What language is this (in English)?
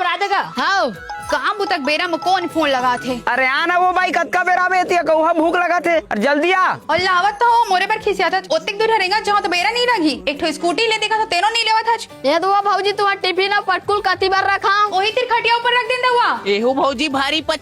Chhattisgarhi